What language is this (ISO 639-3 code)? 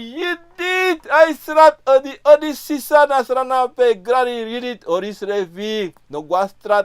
srn